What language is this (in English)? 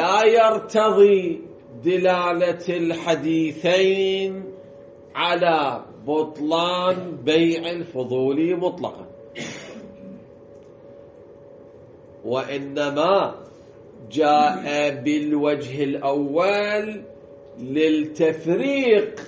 Arabic